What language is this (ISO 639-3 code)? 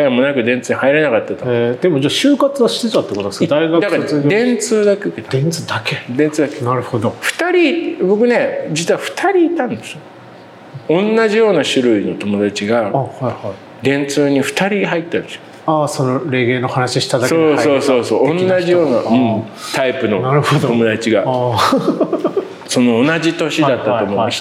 jpn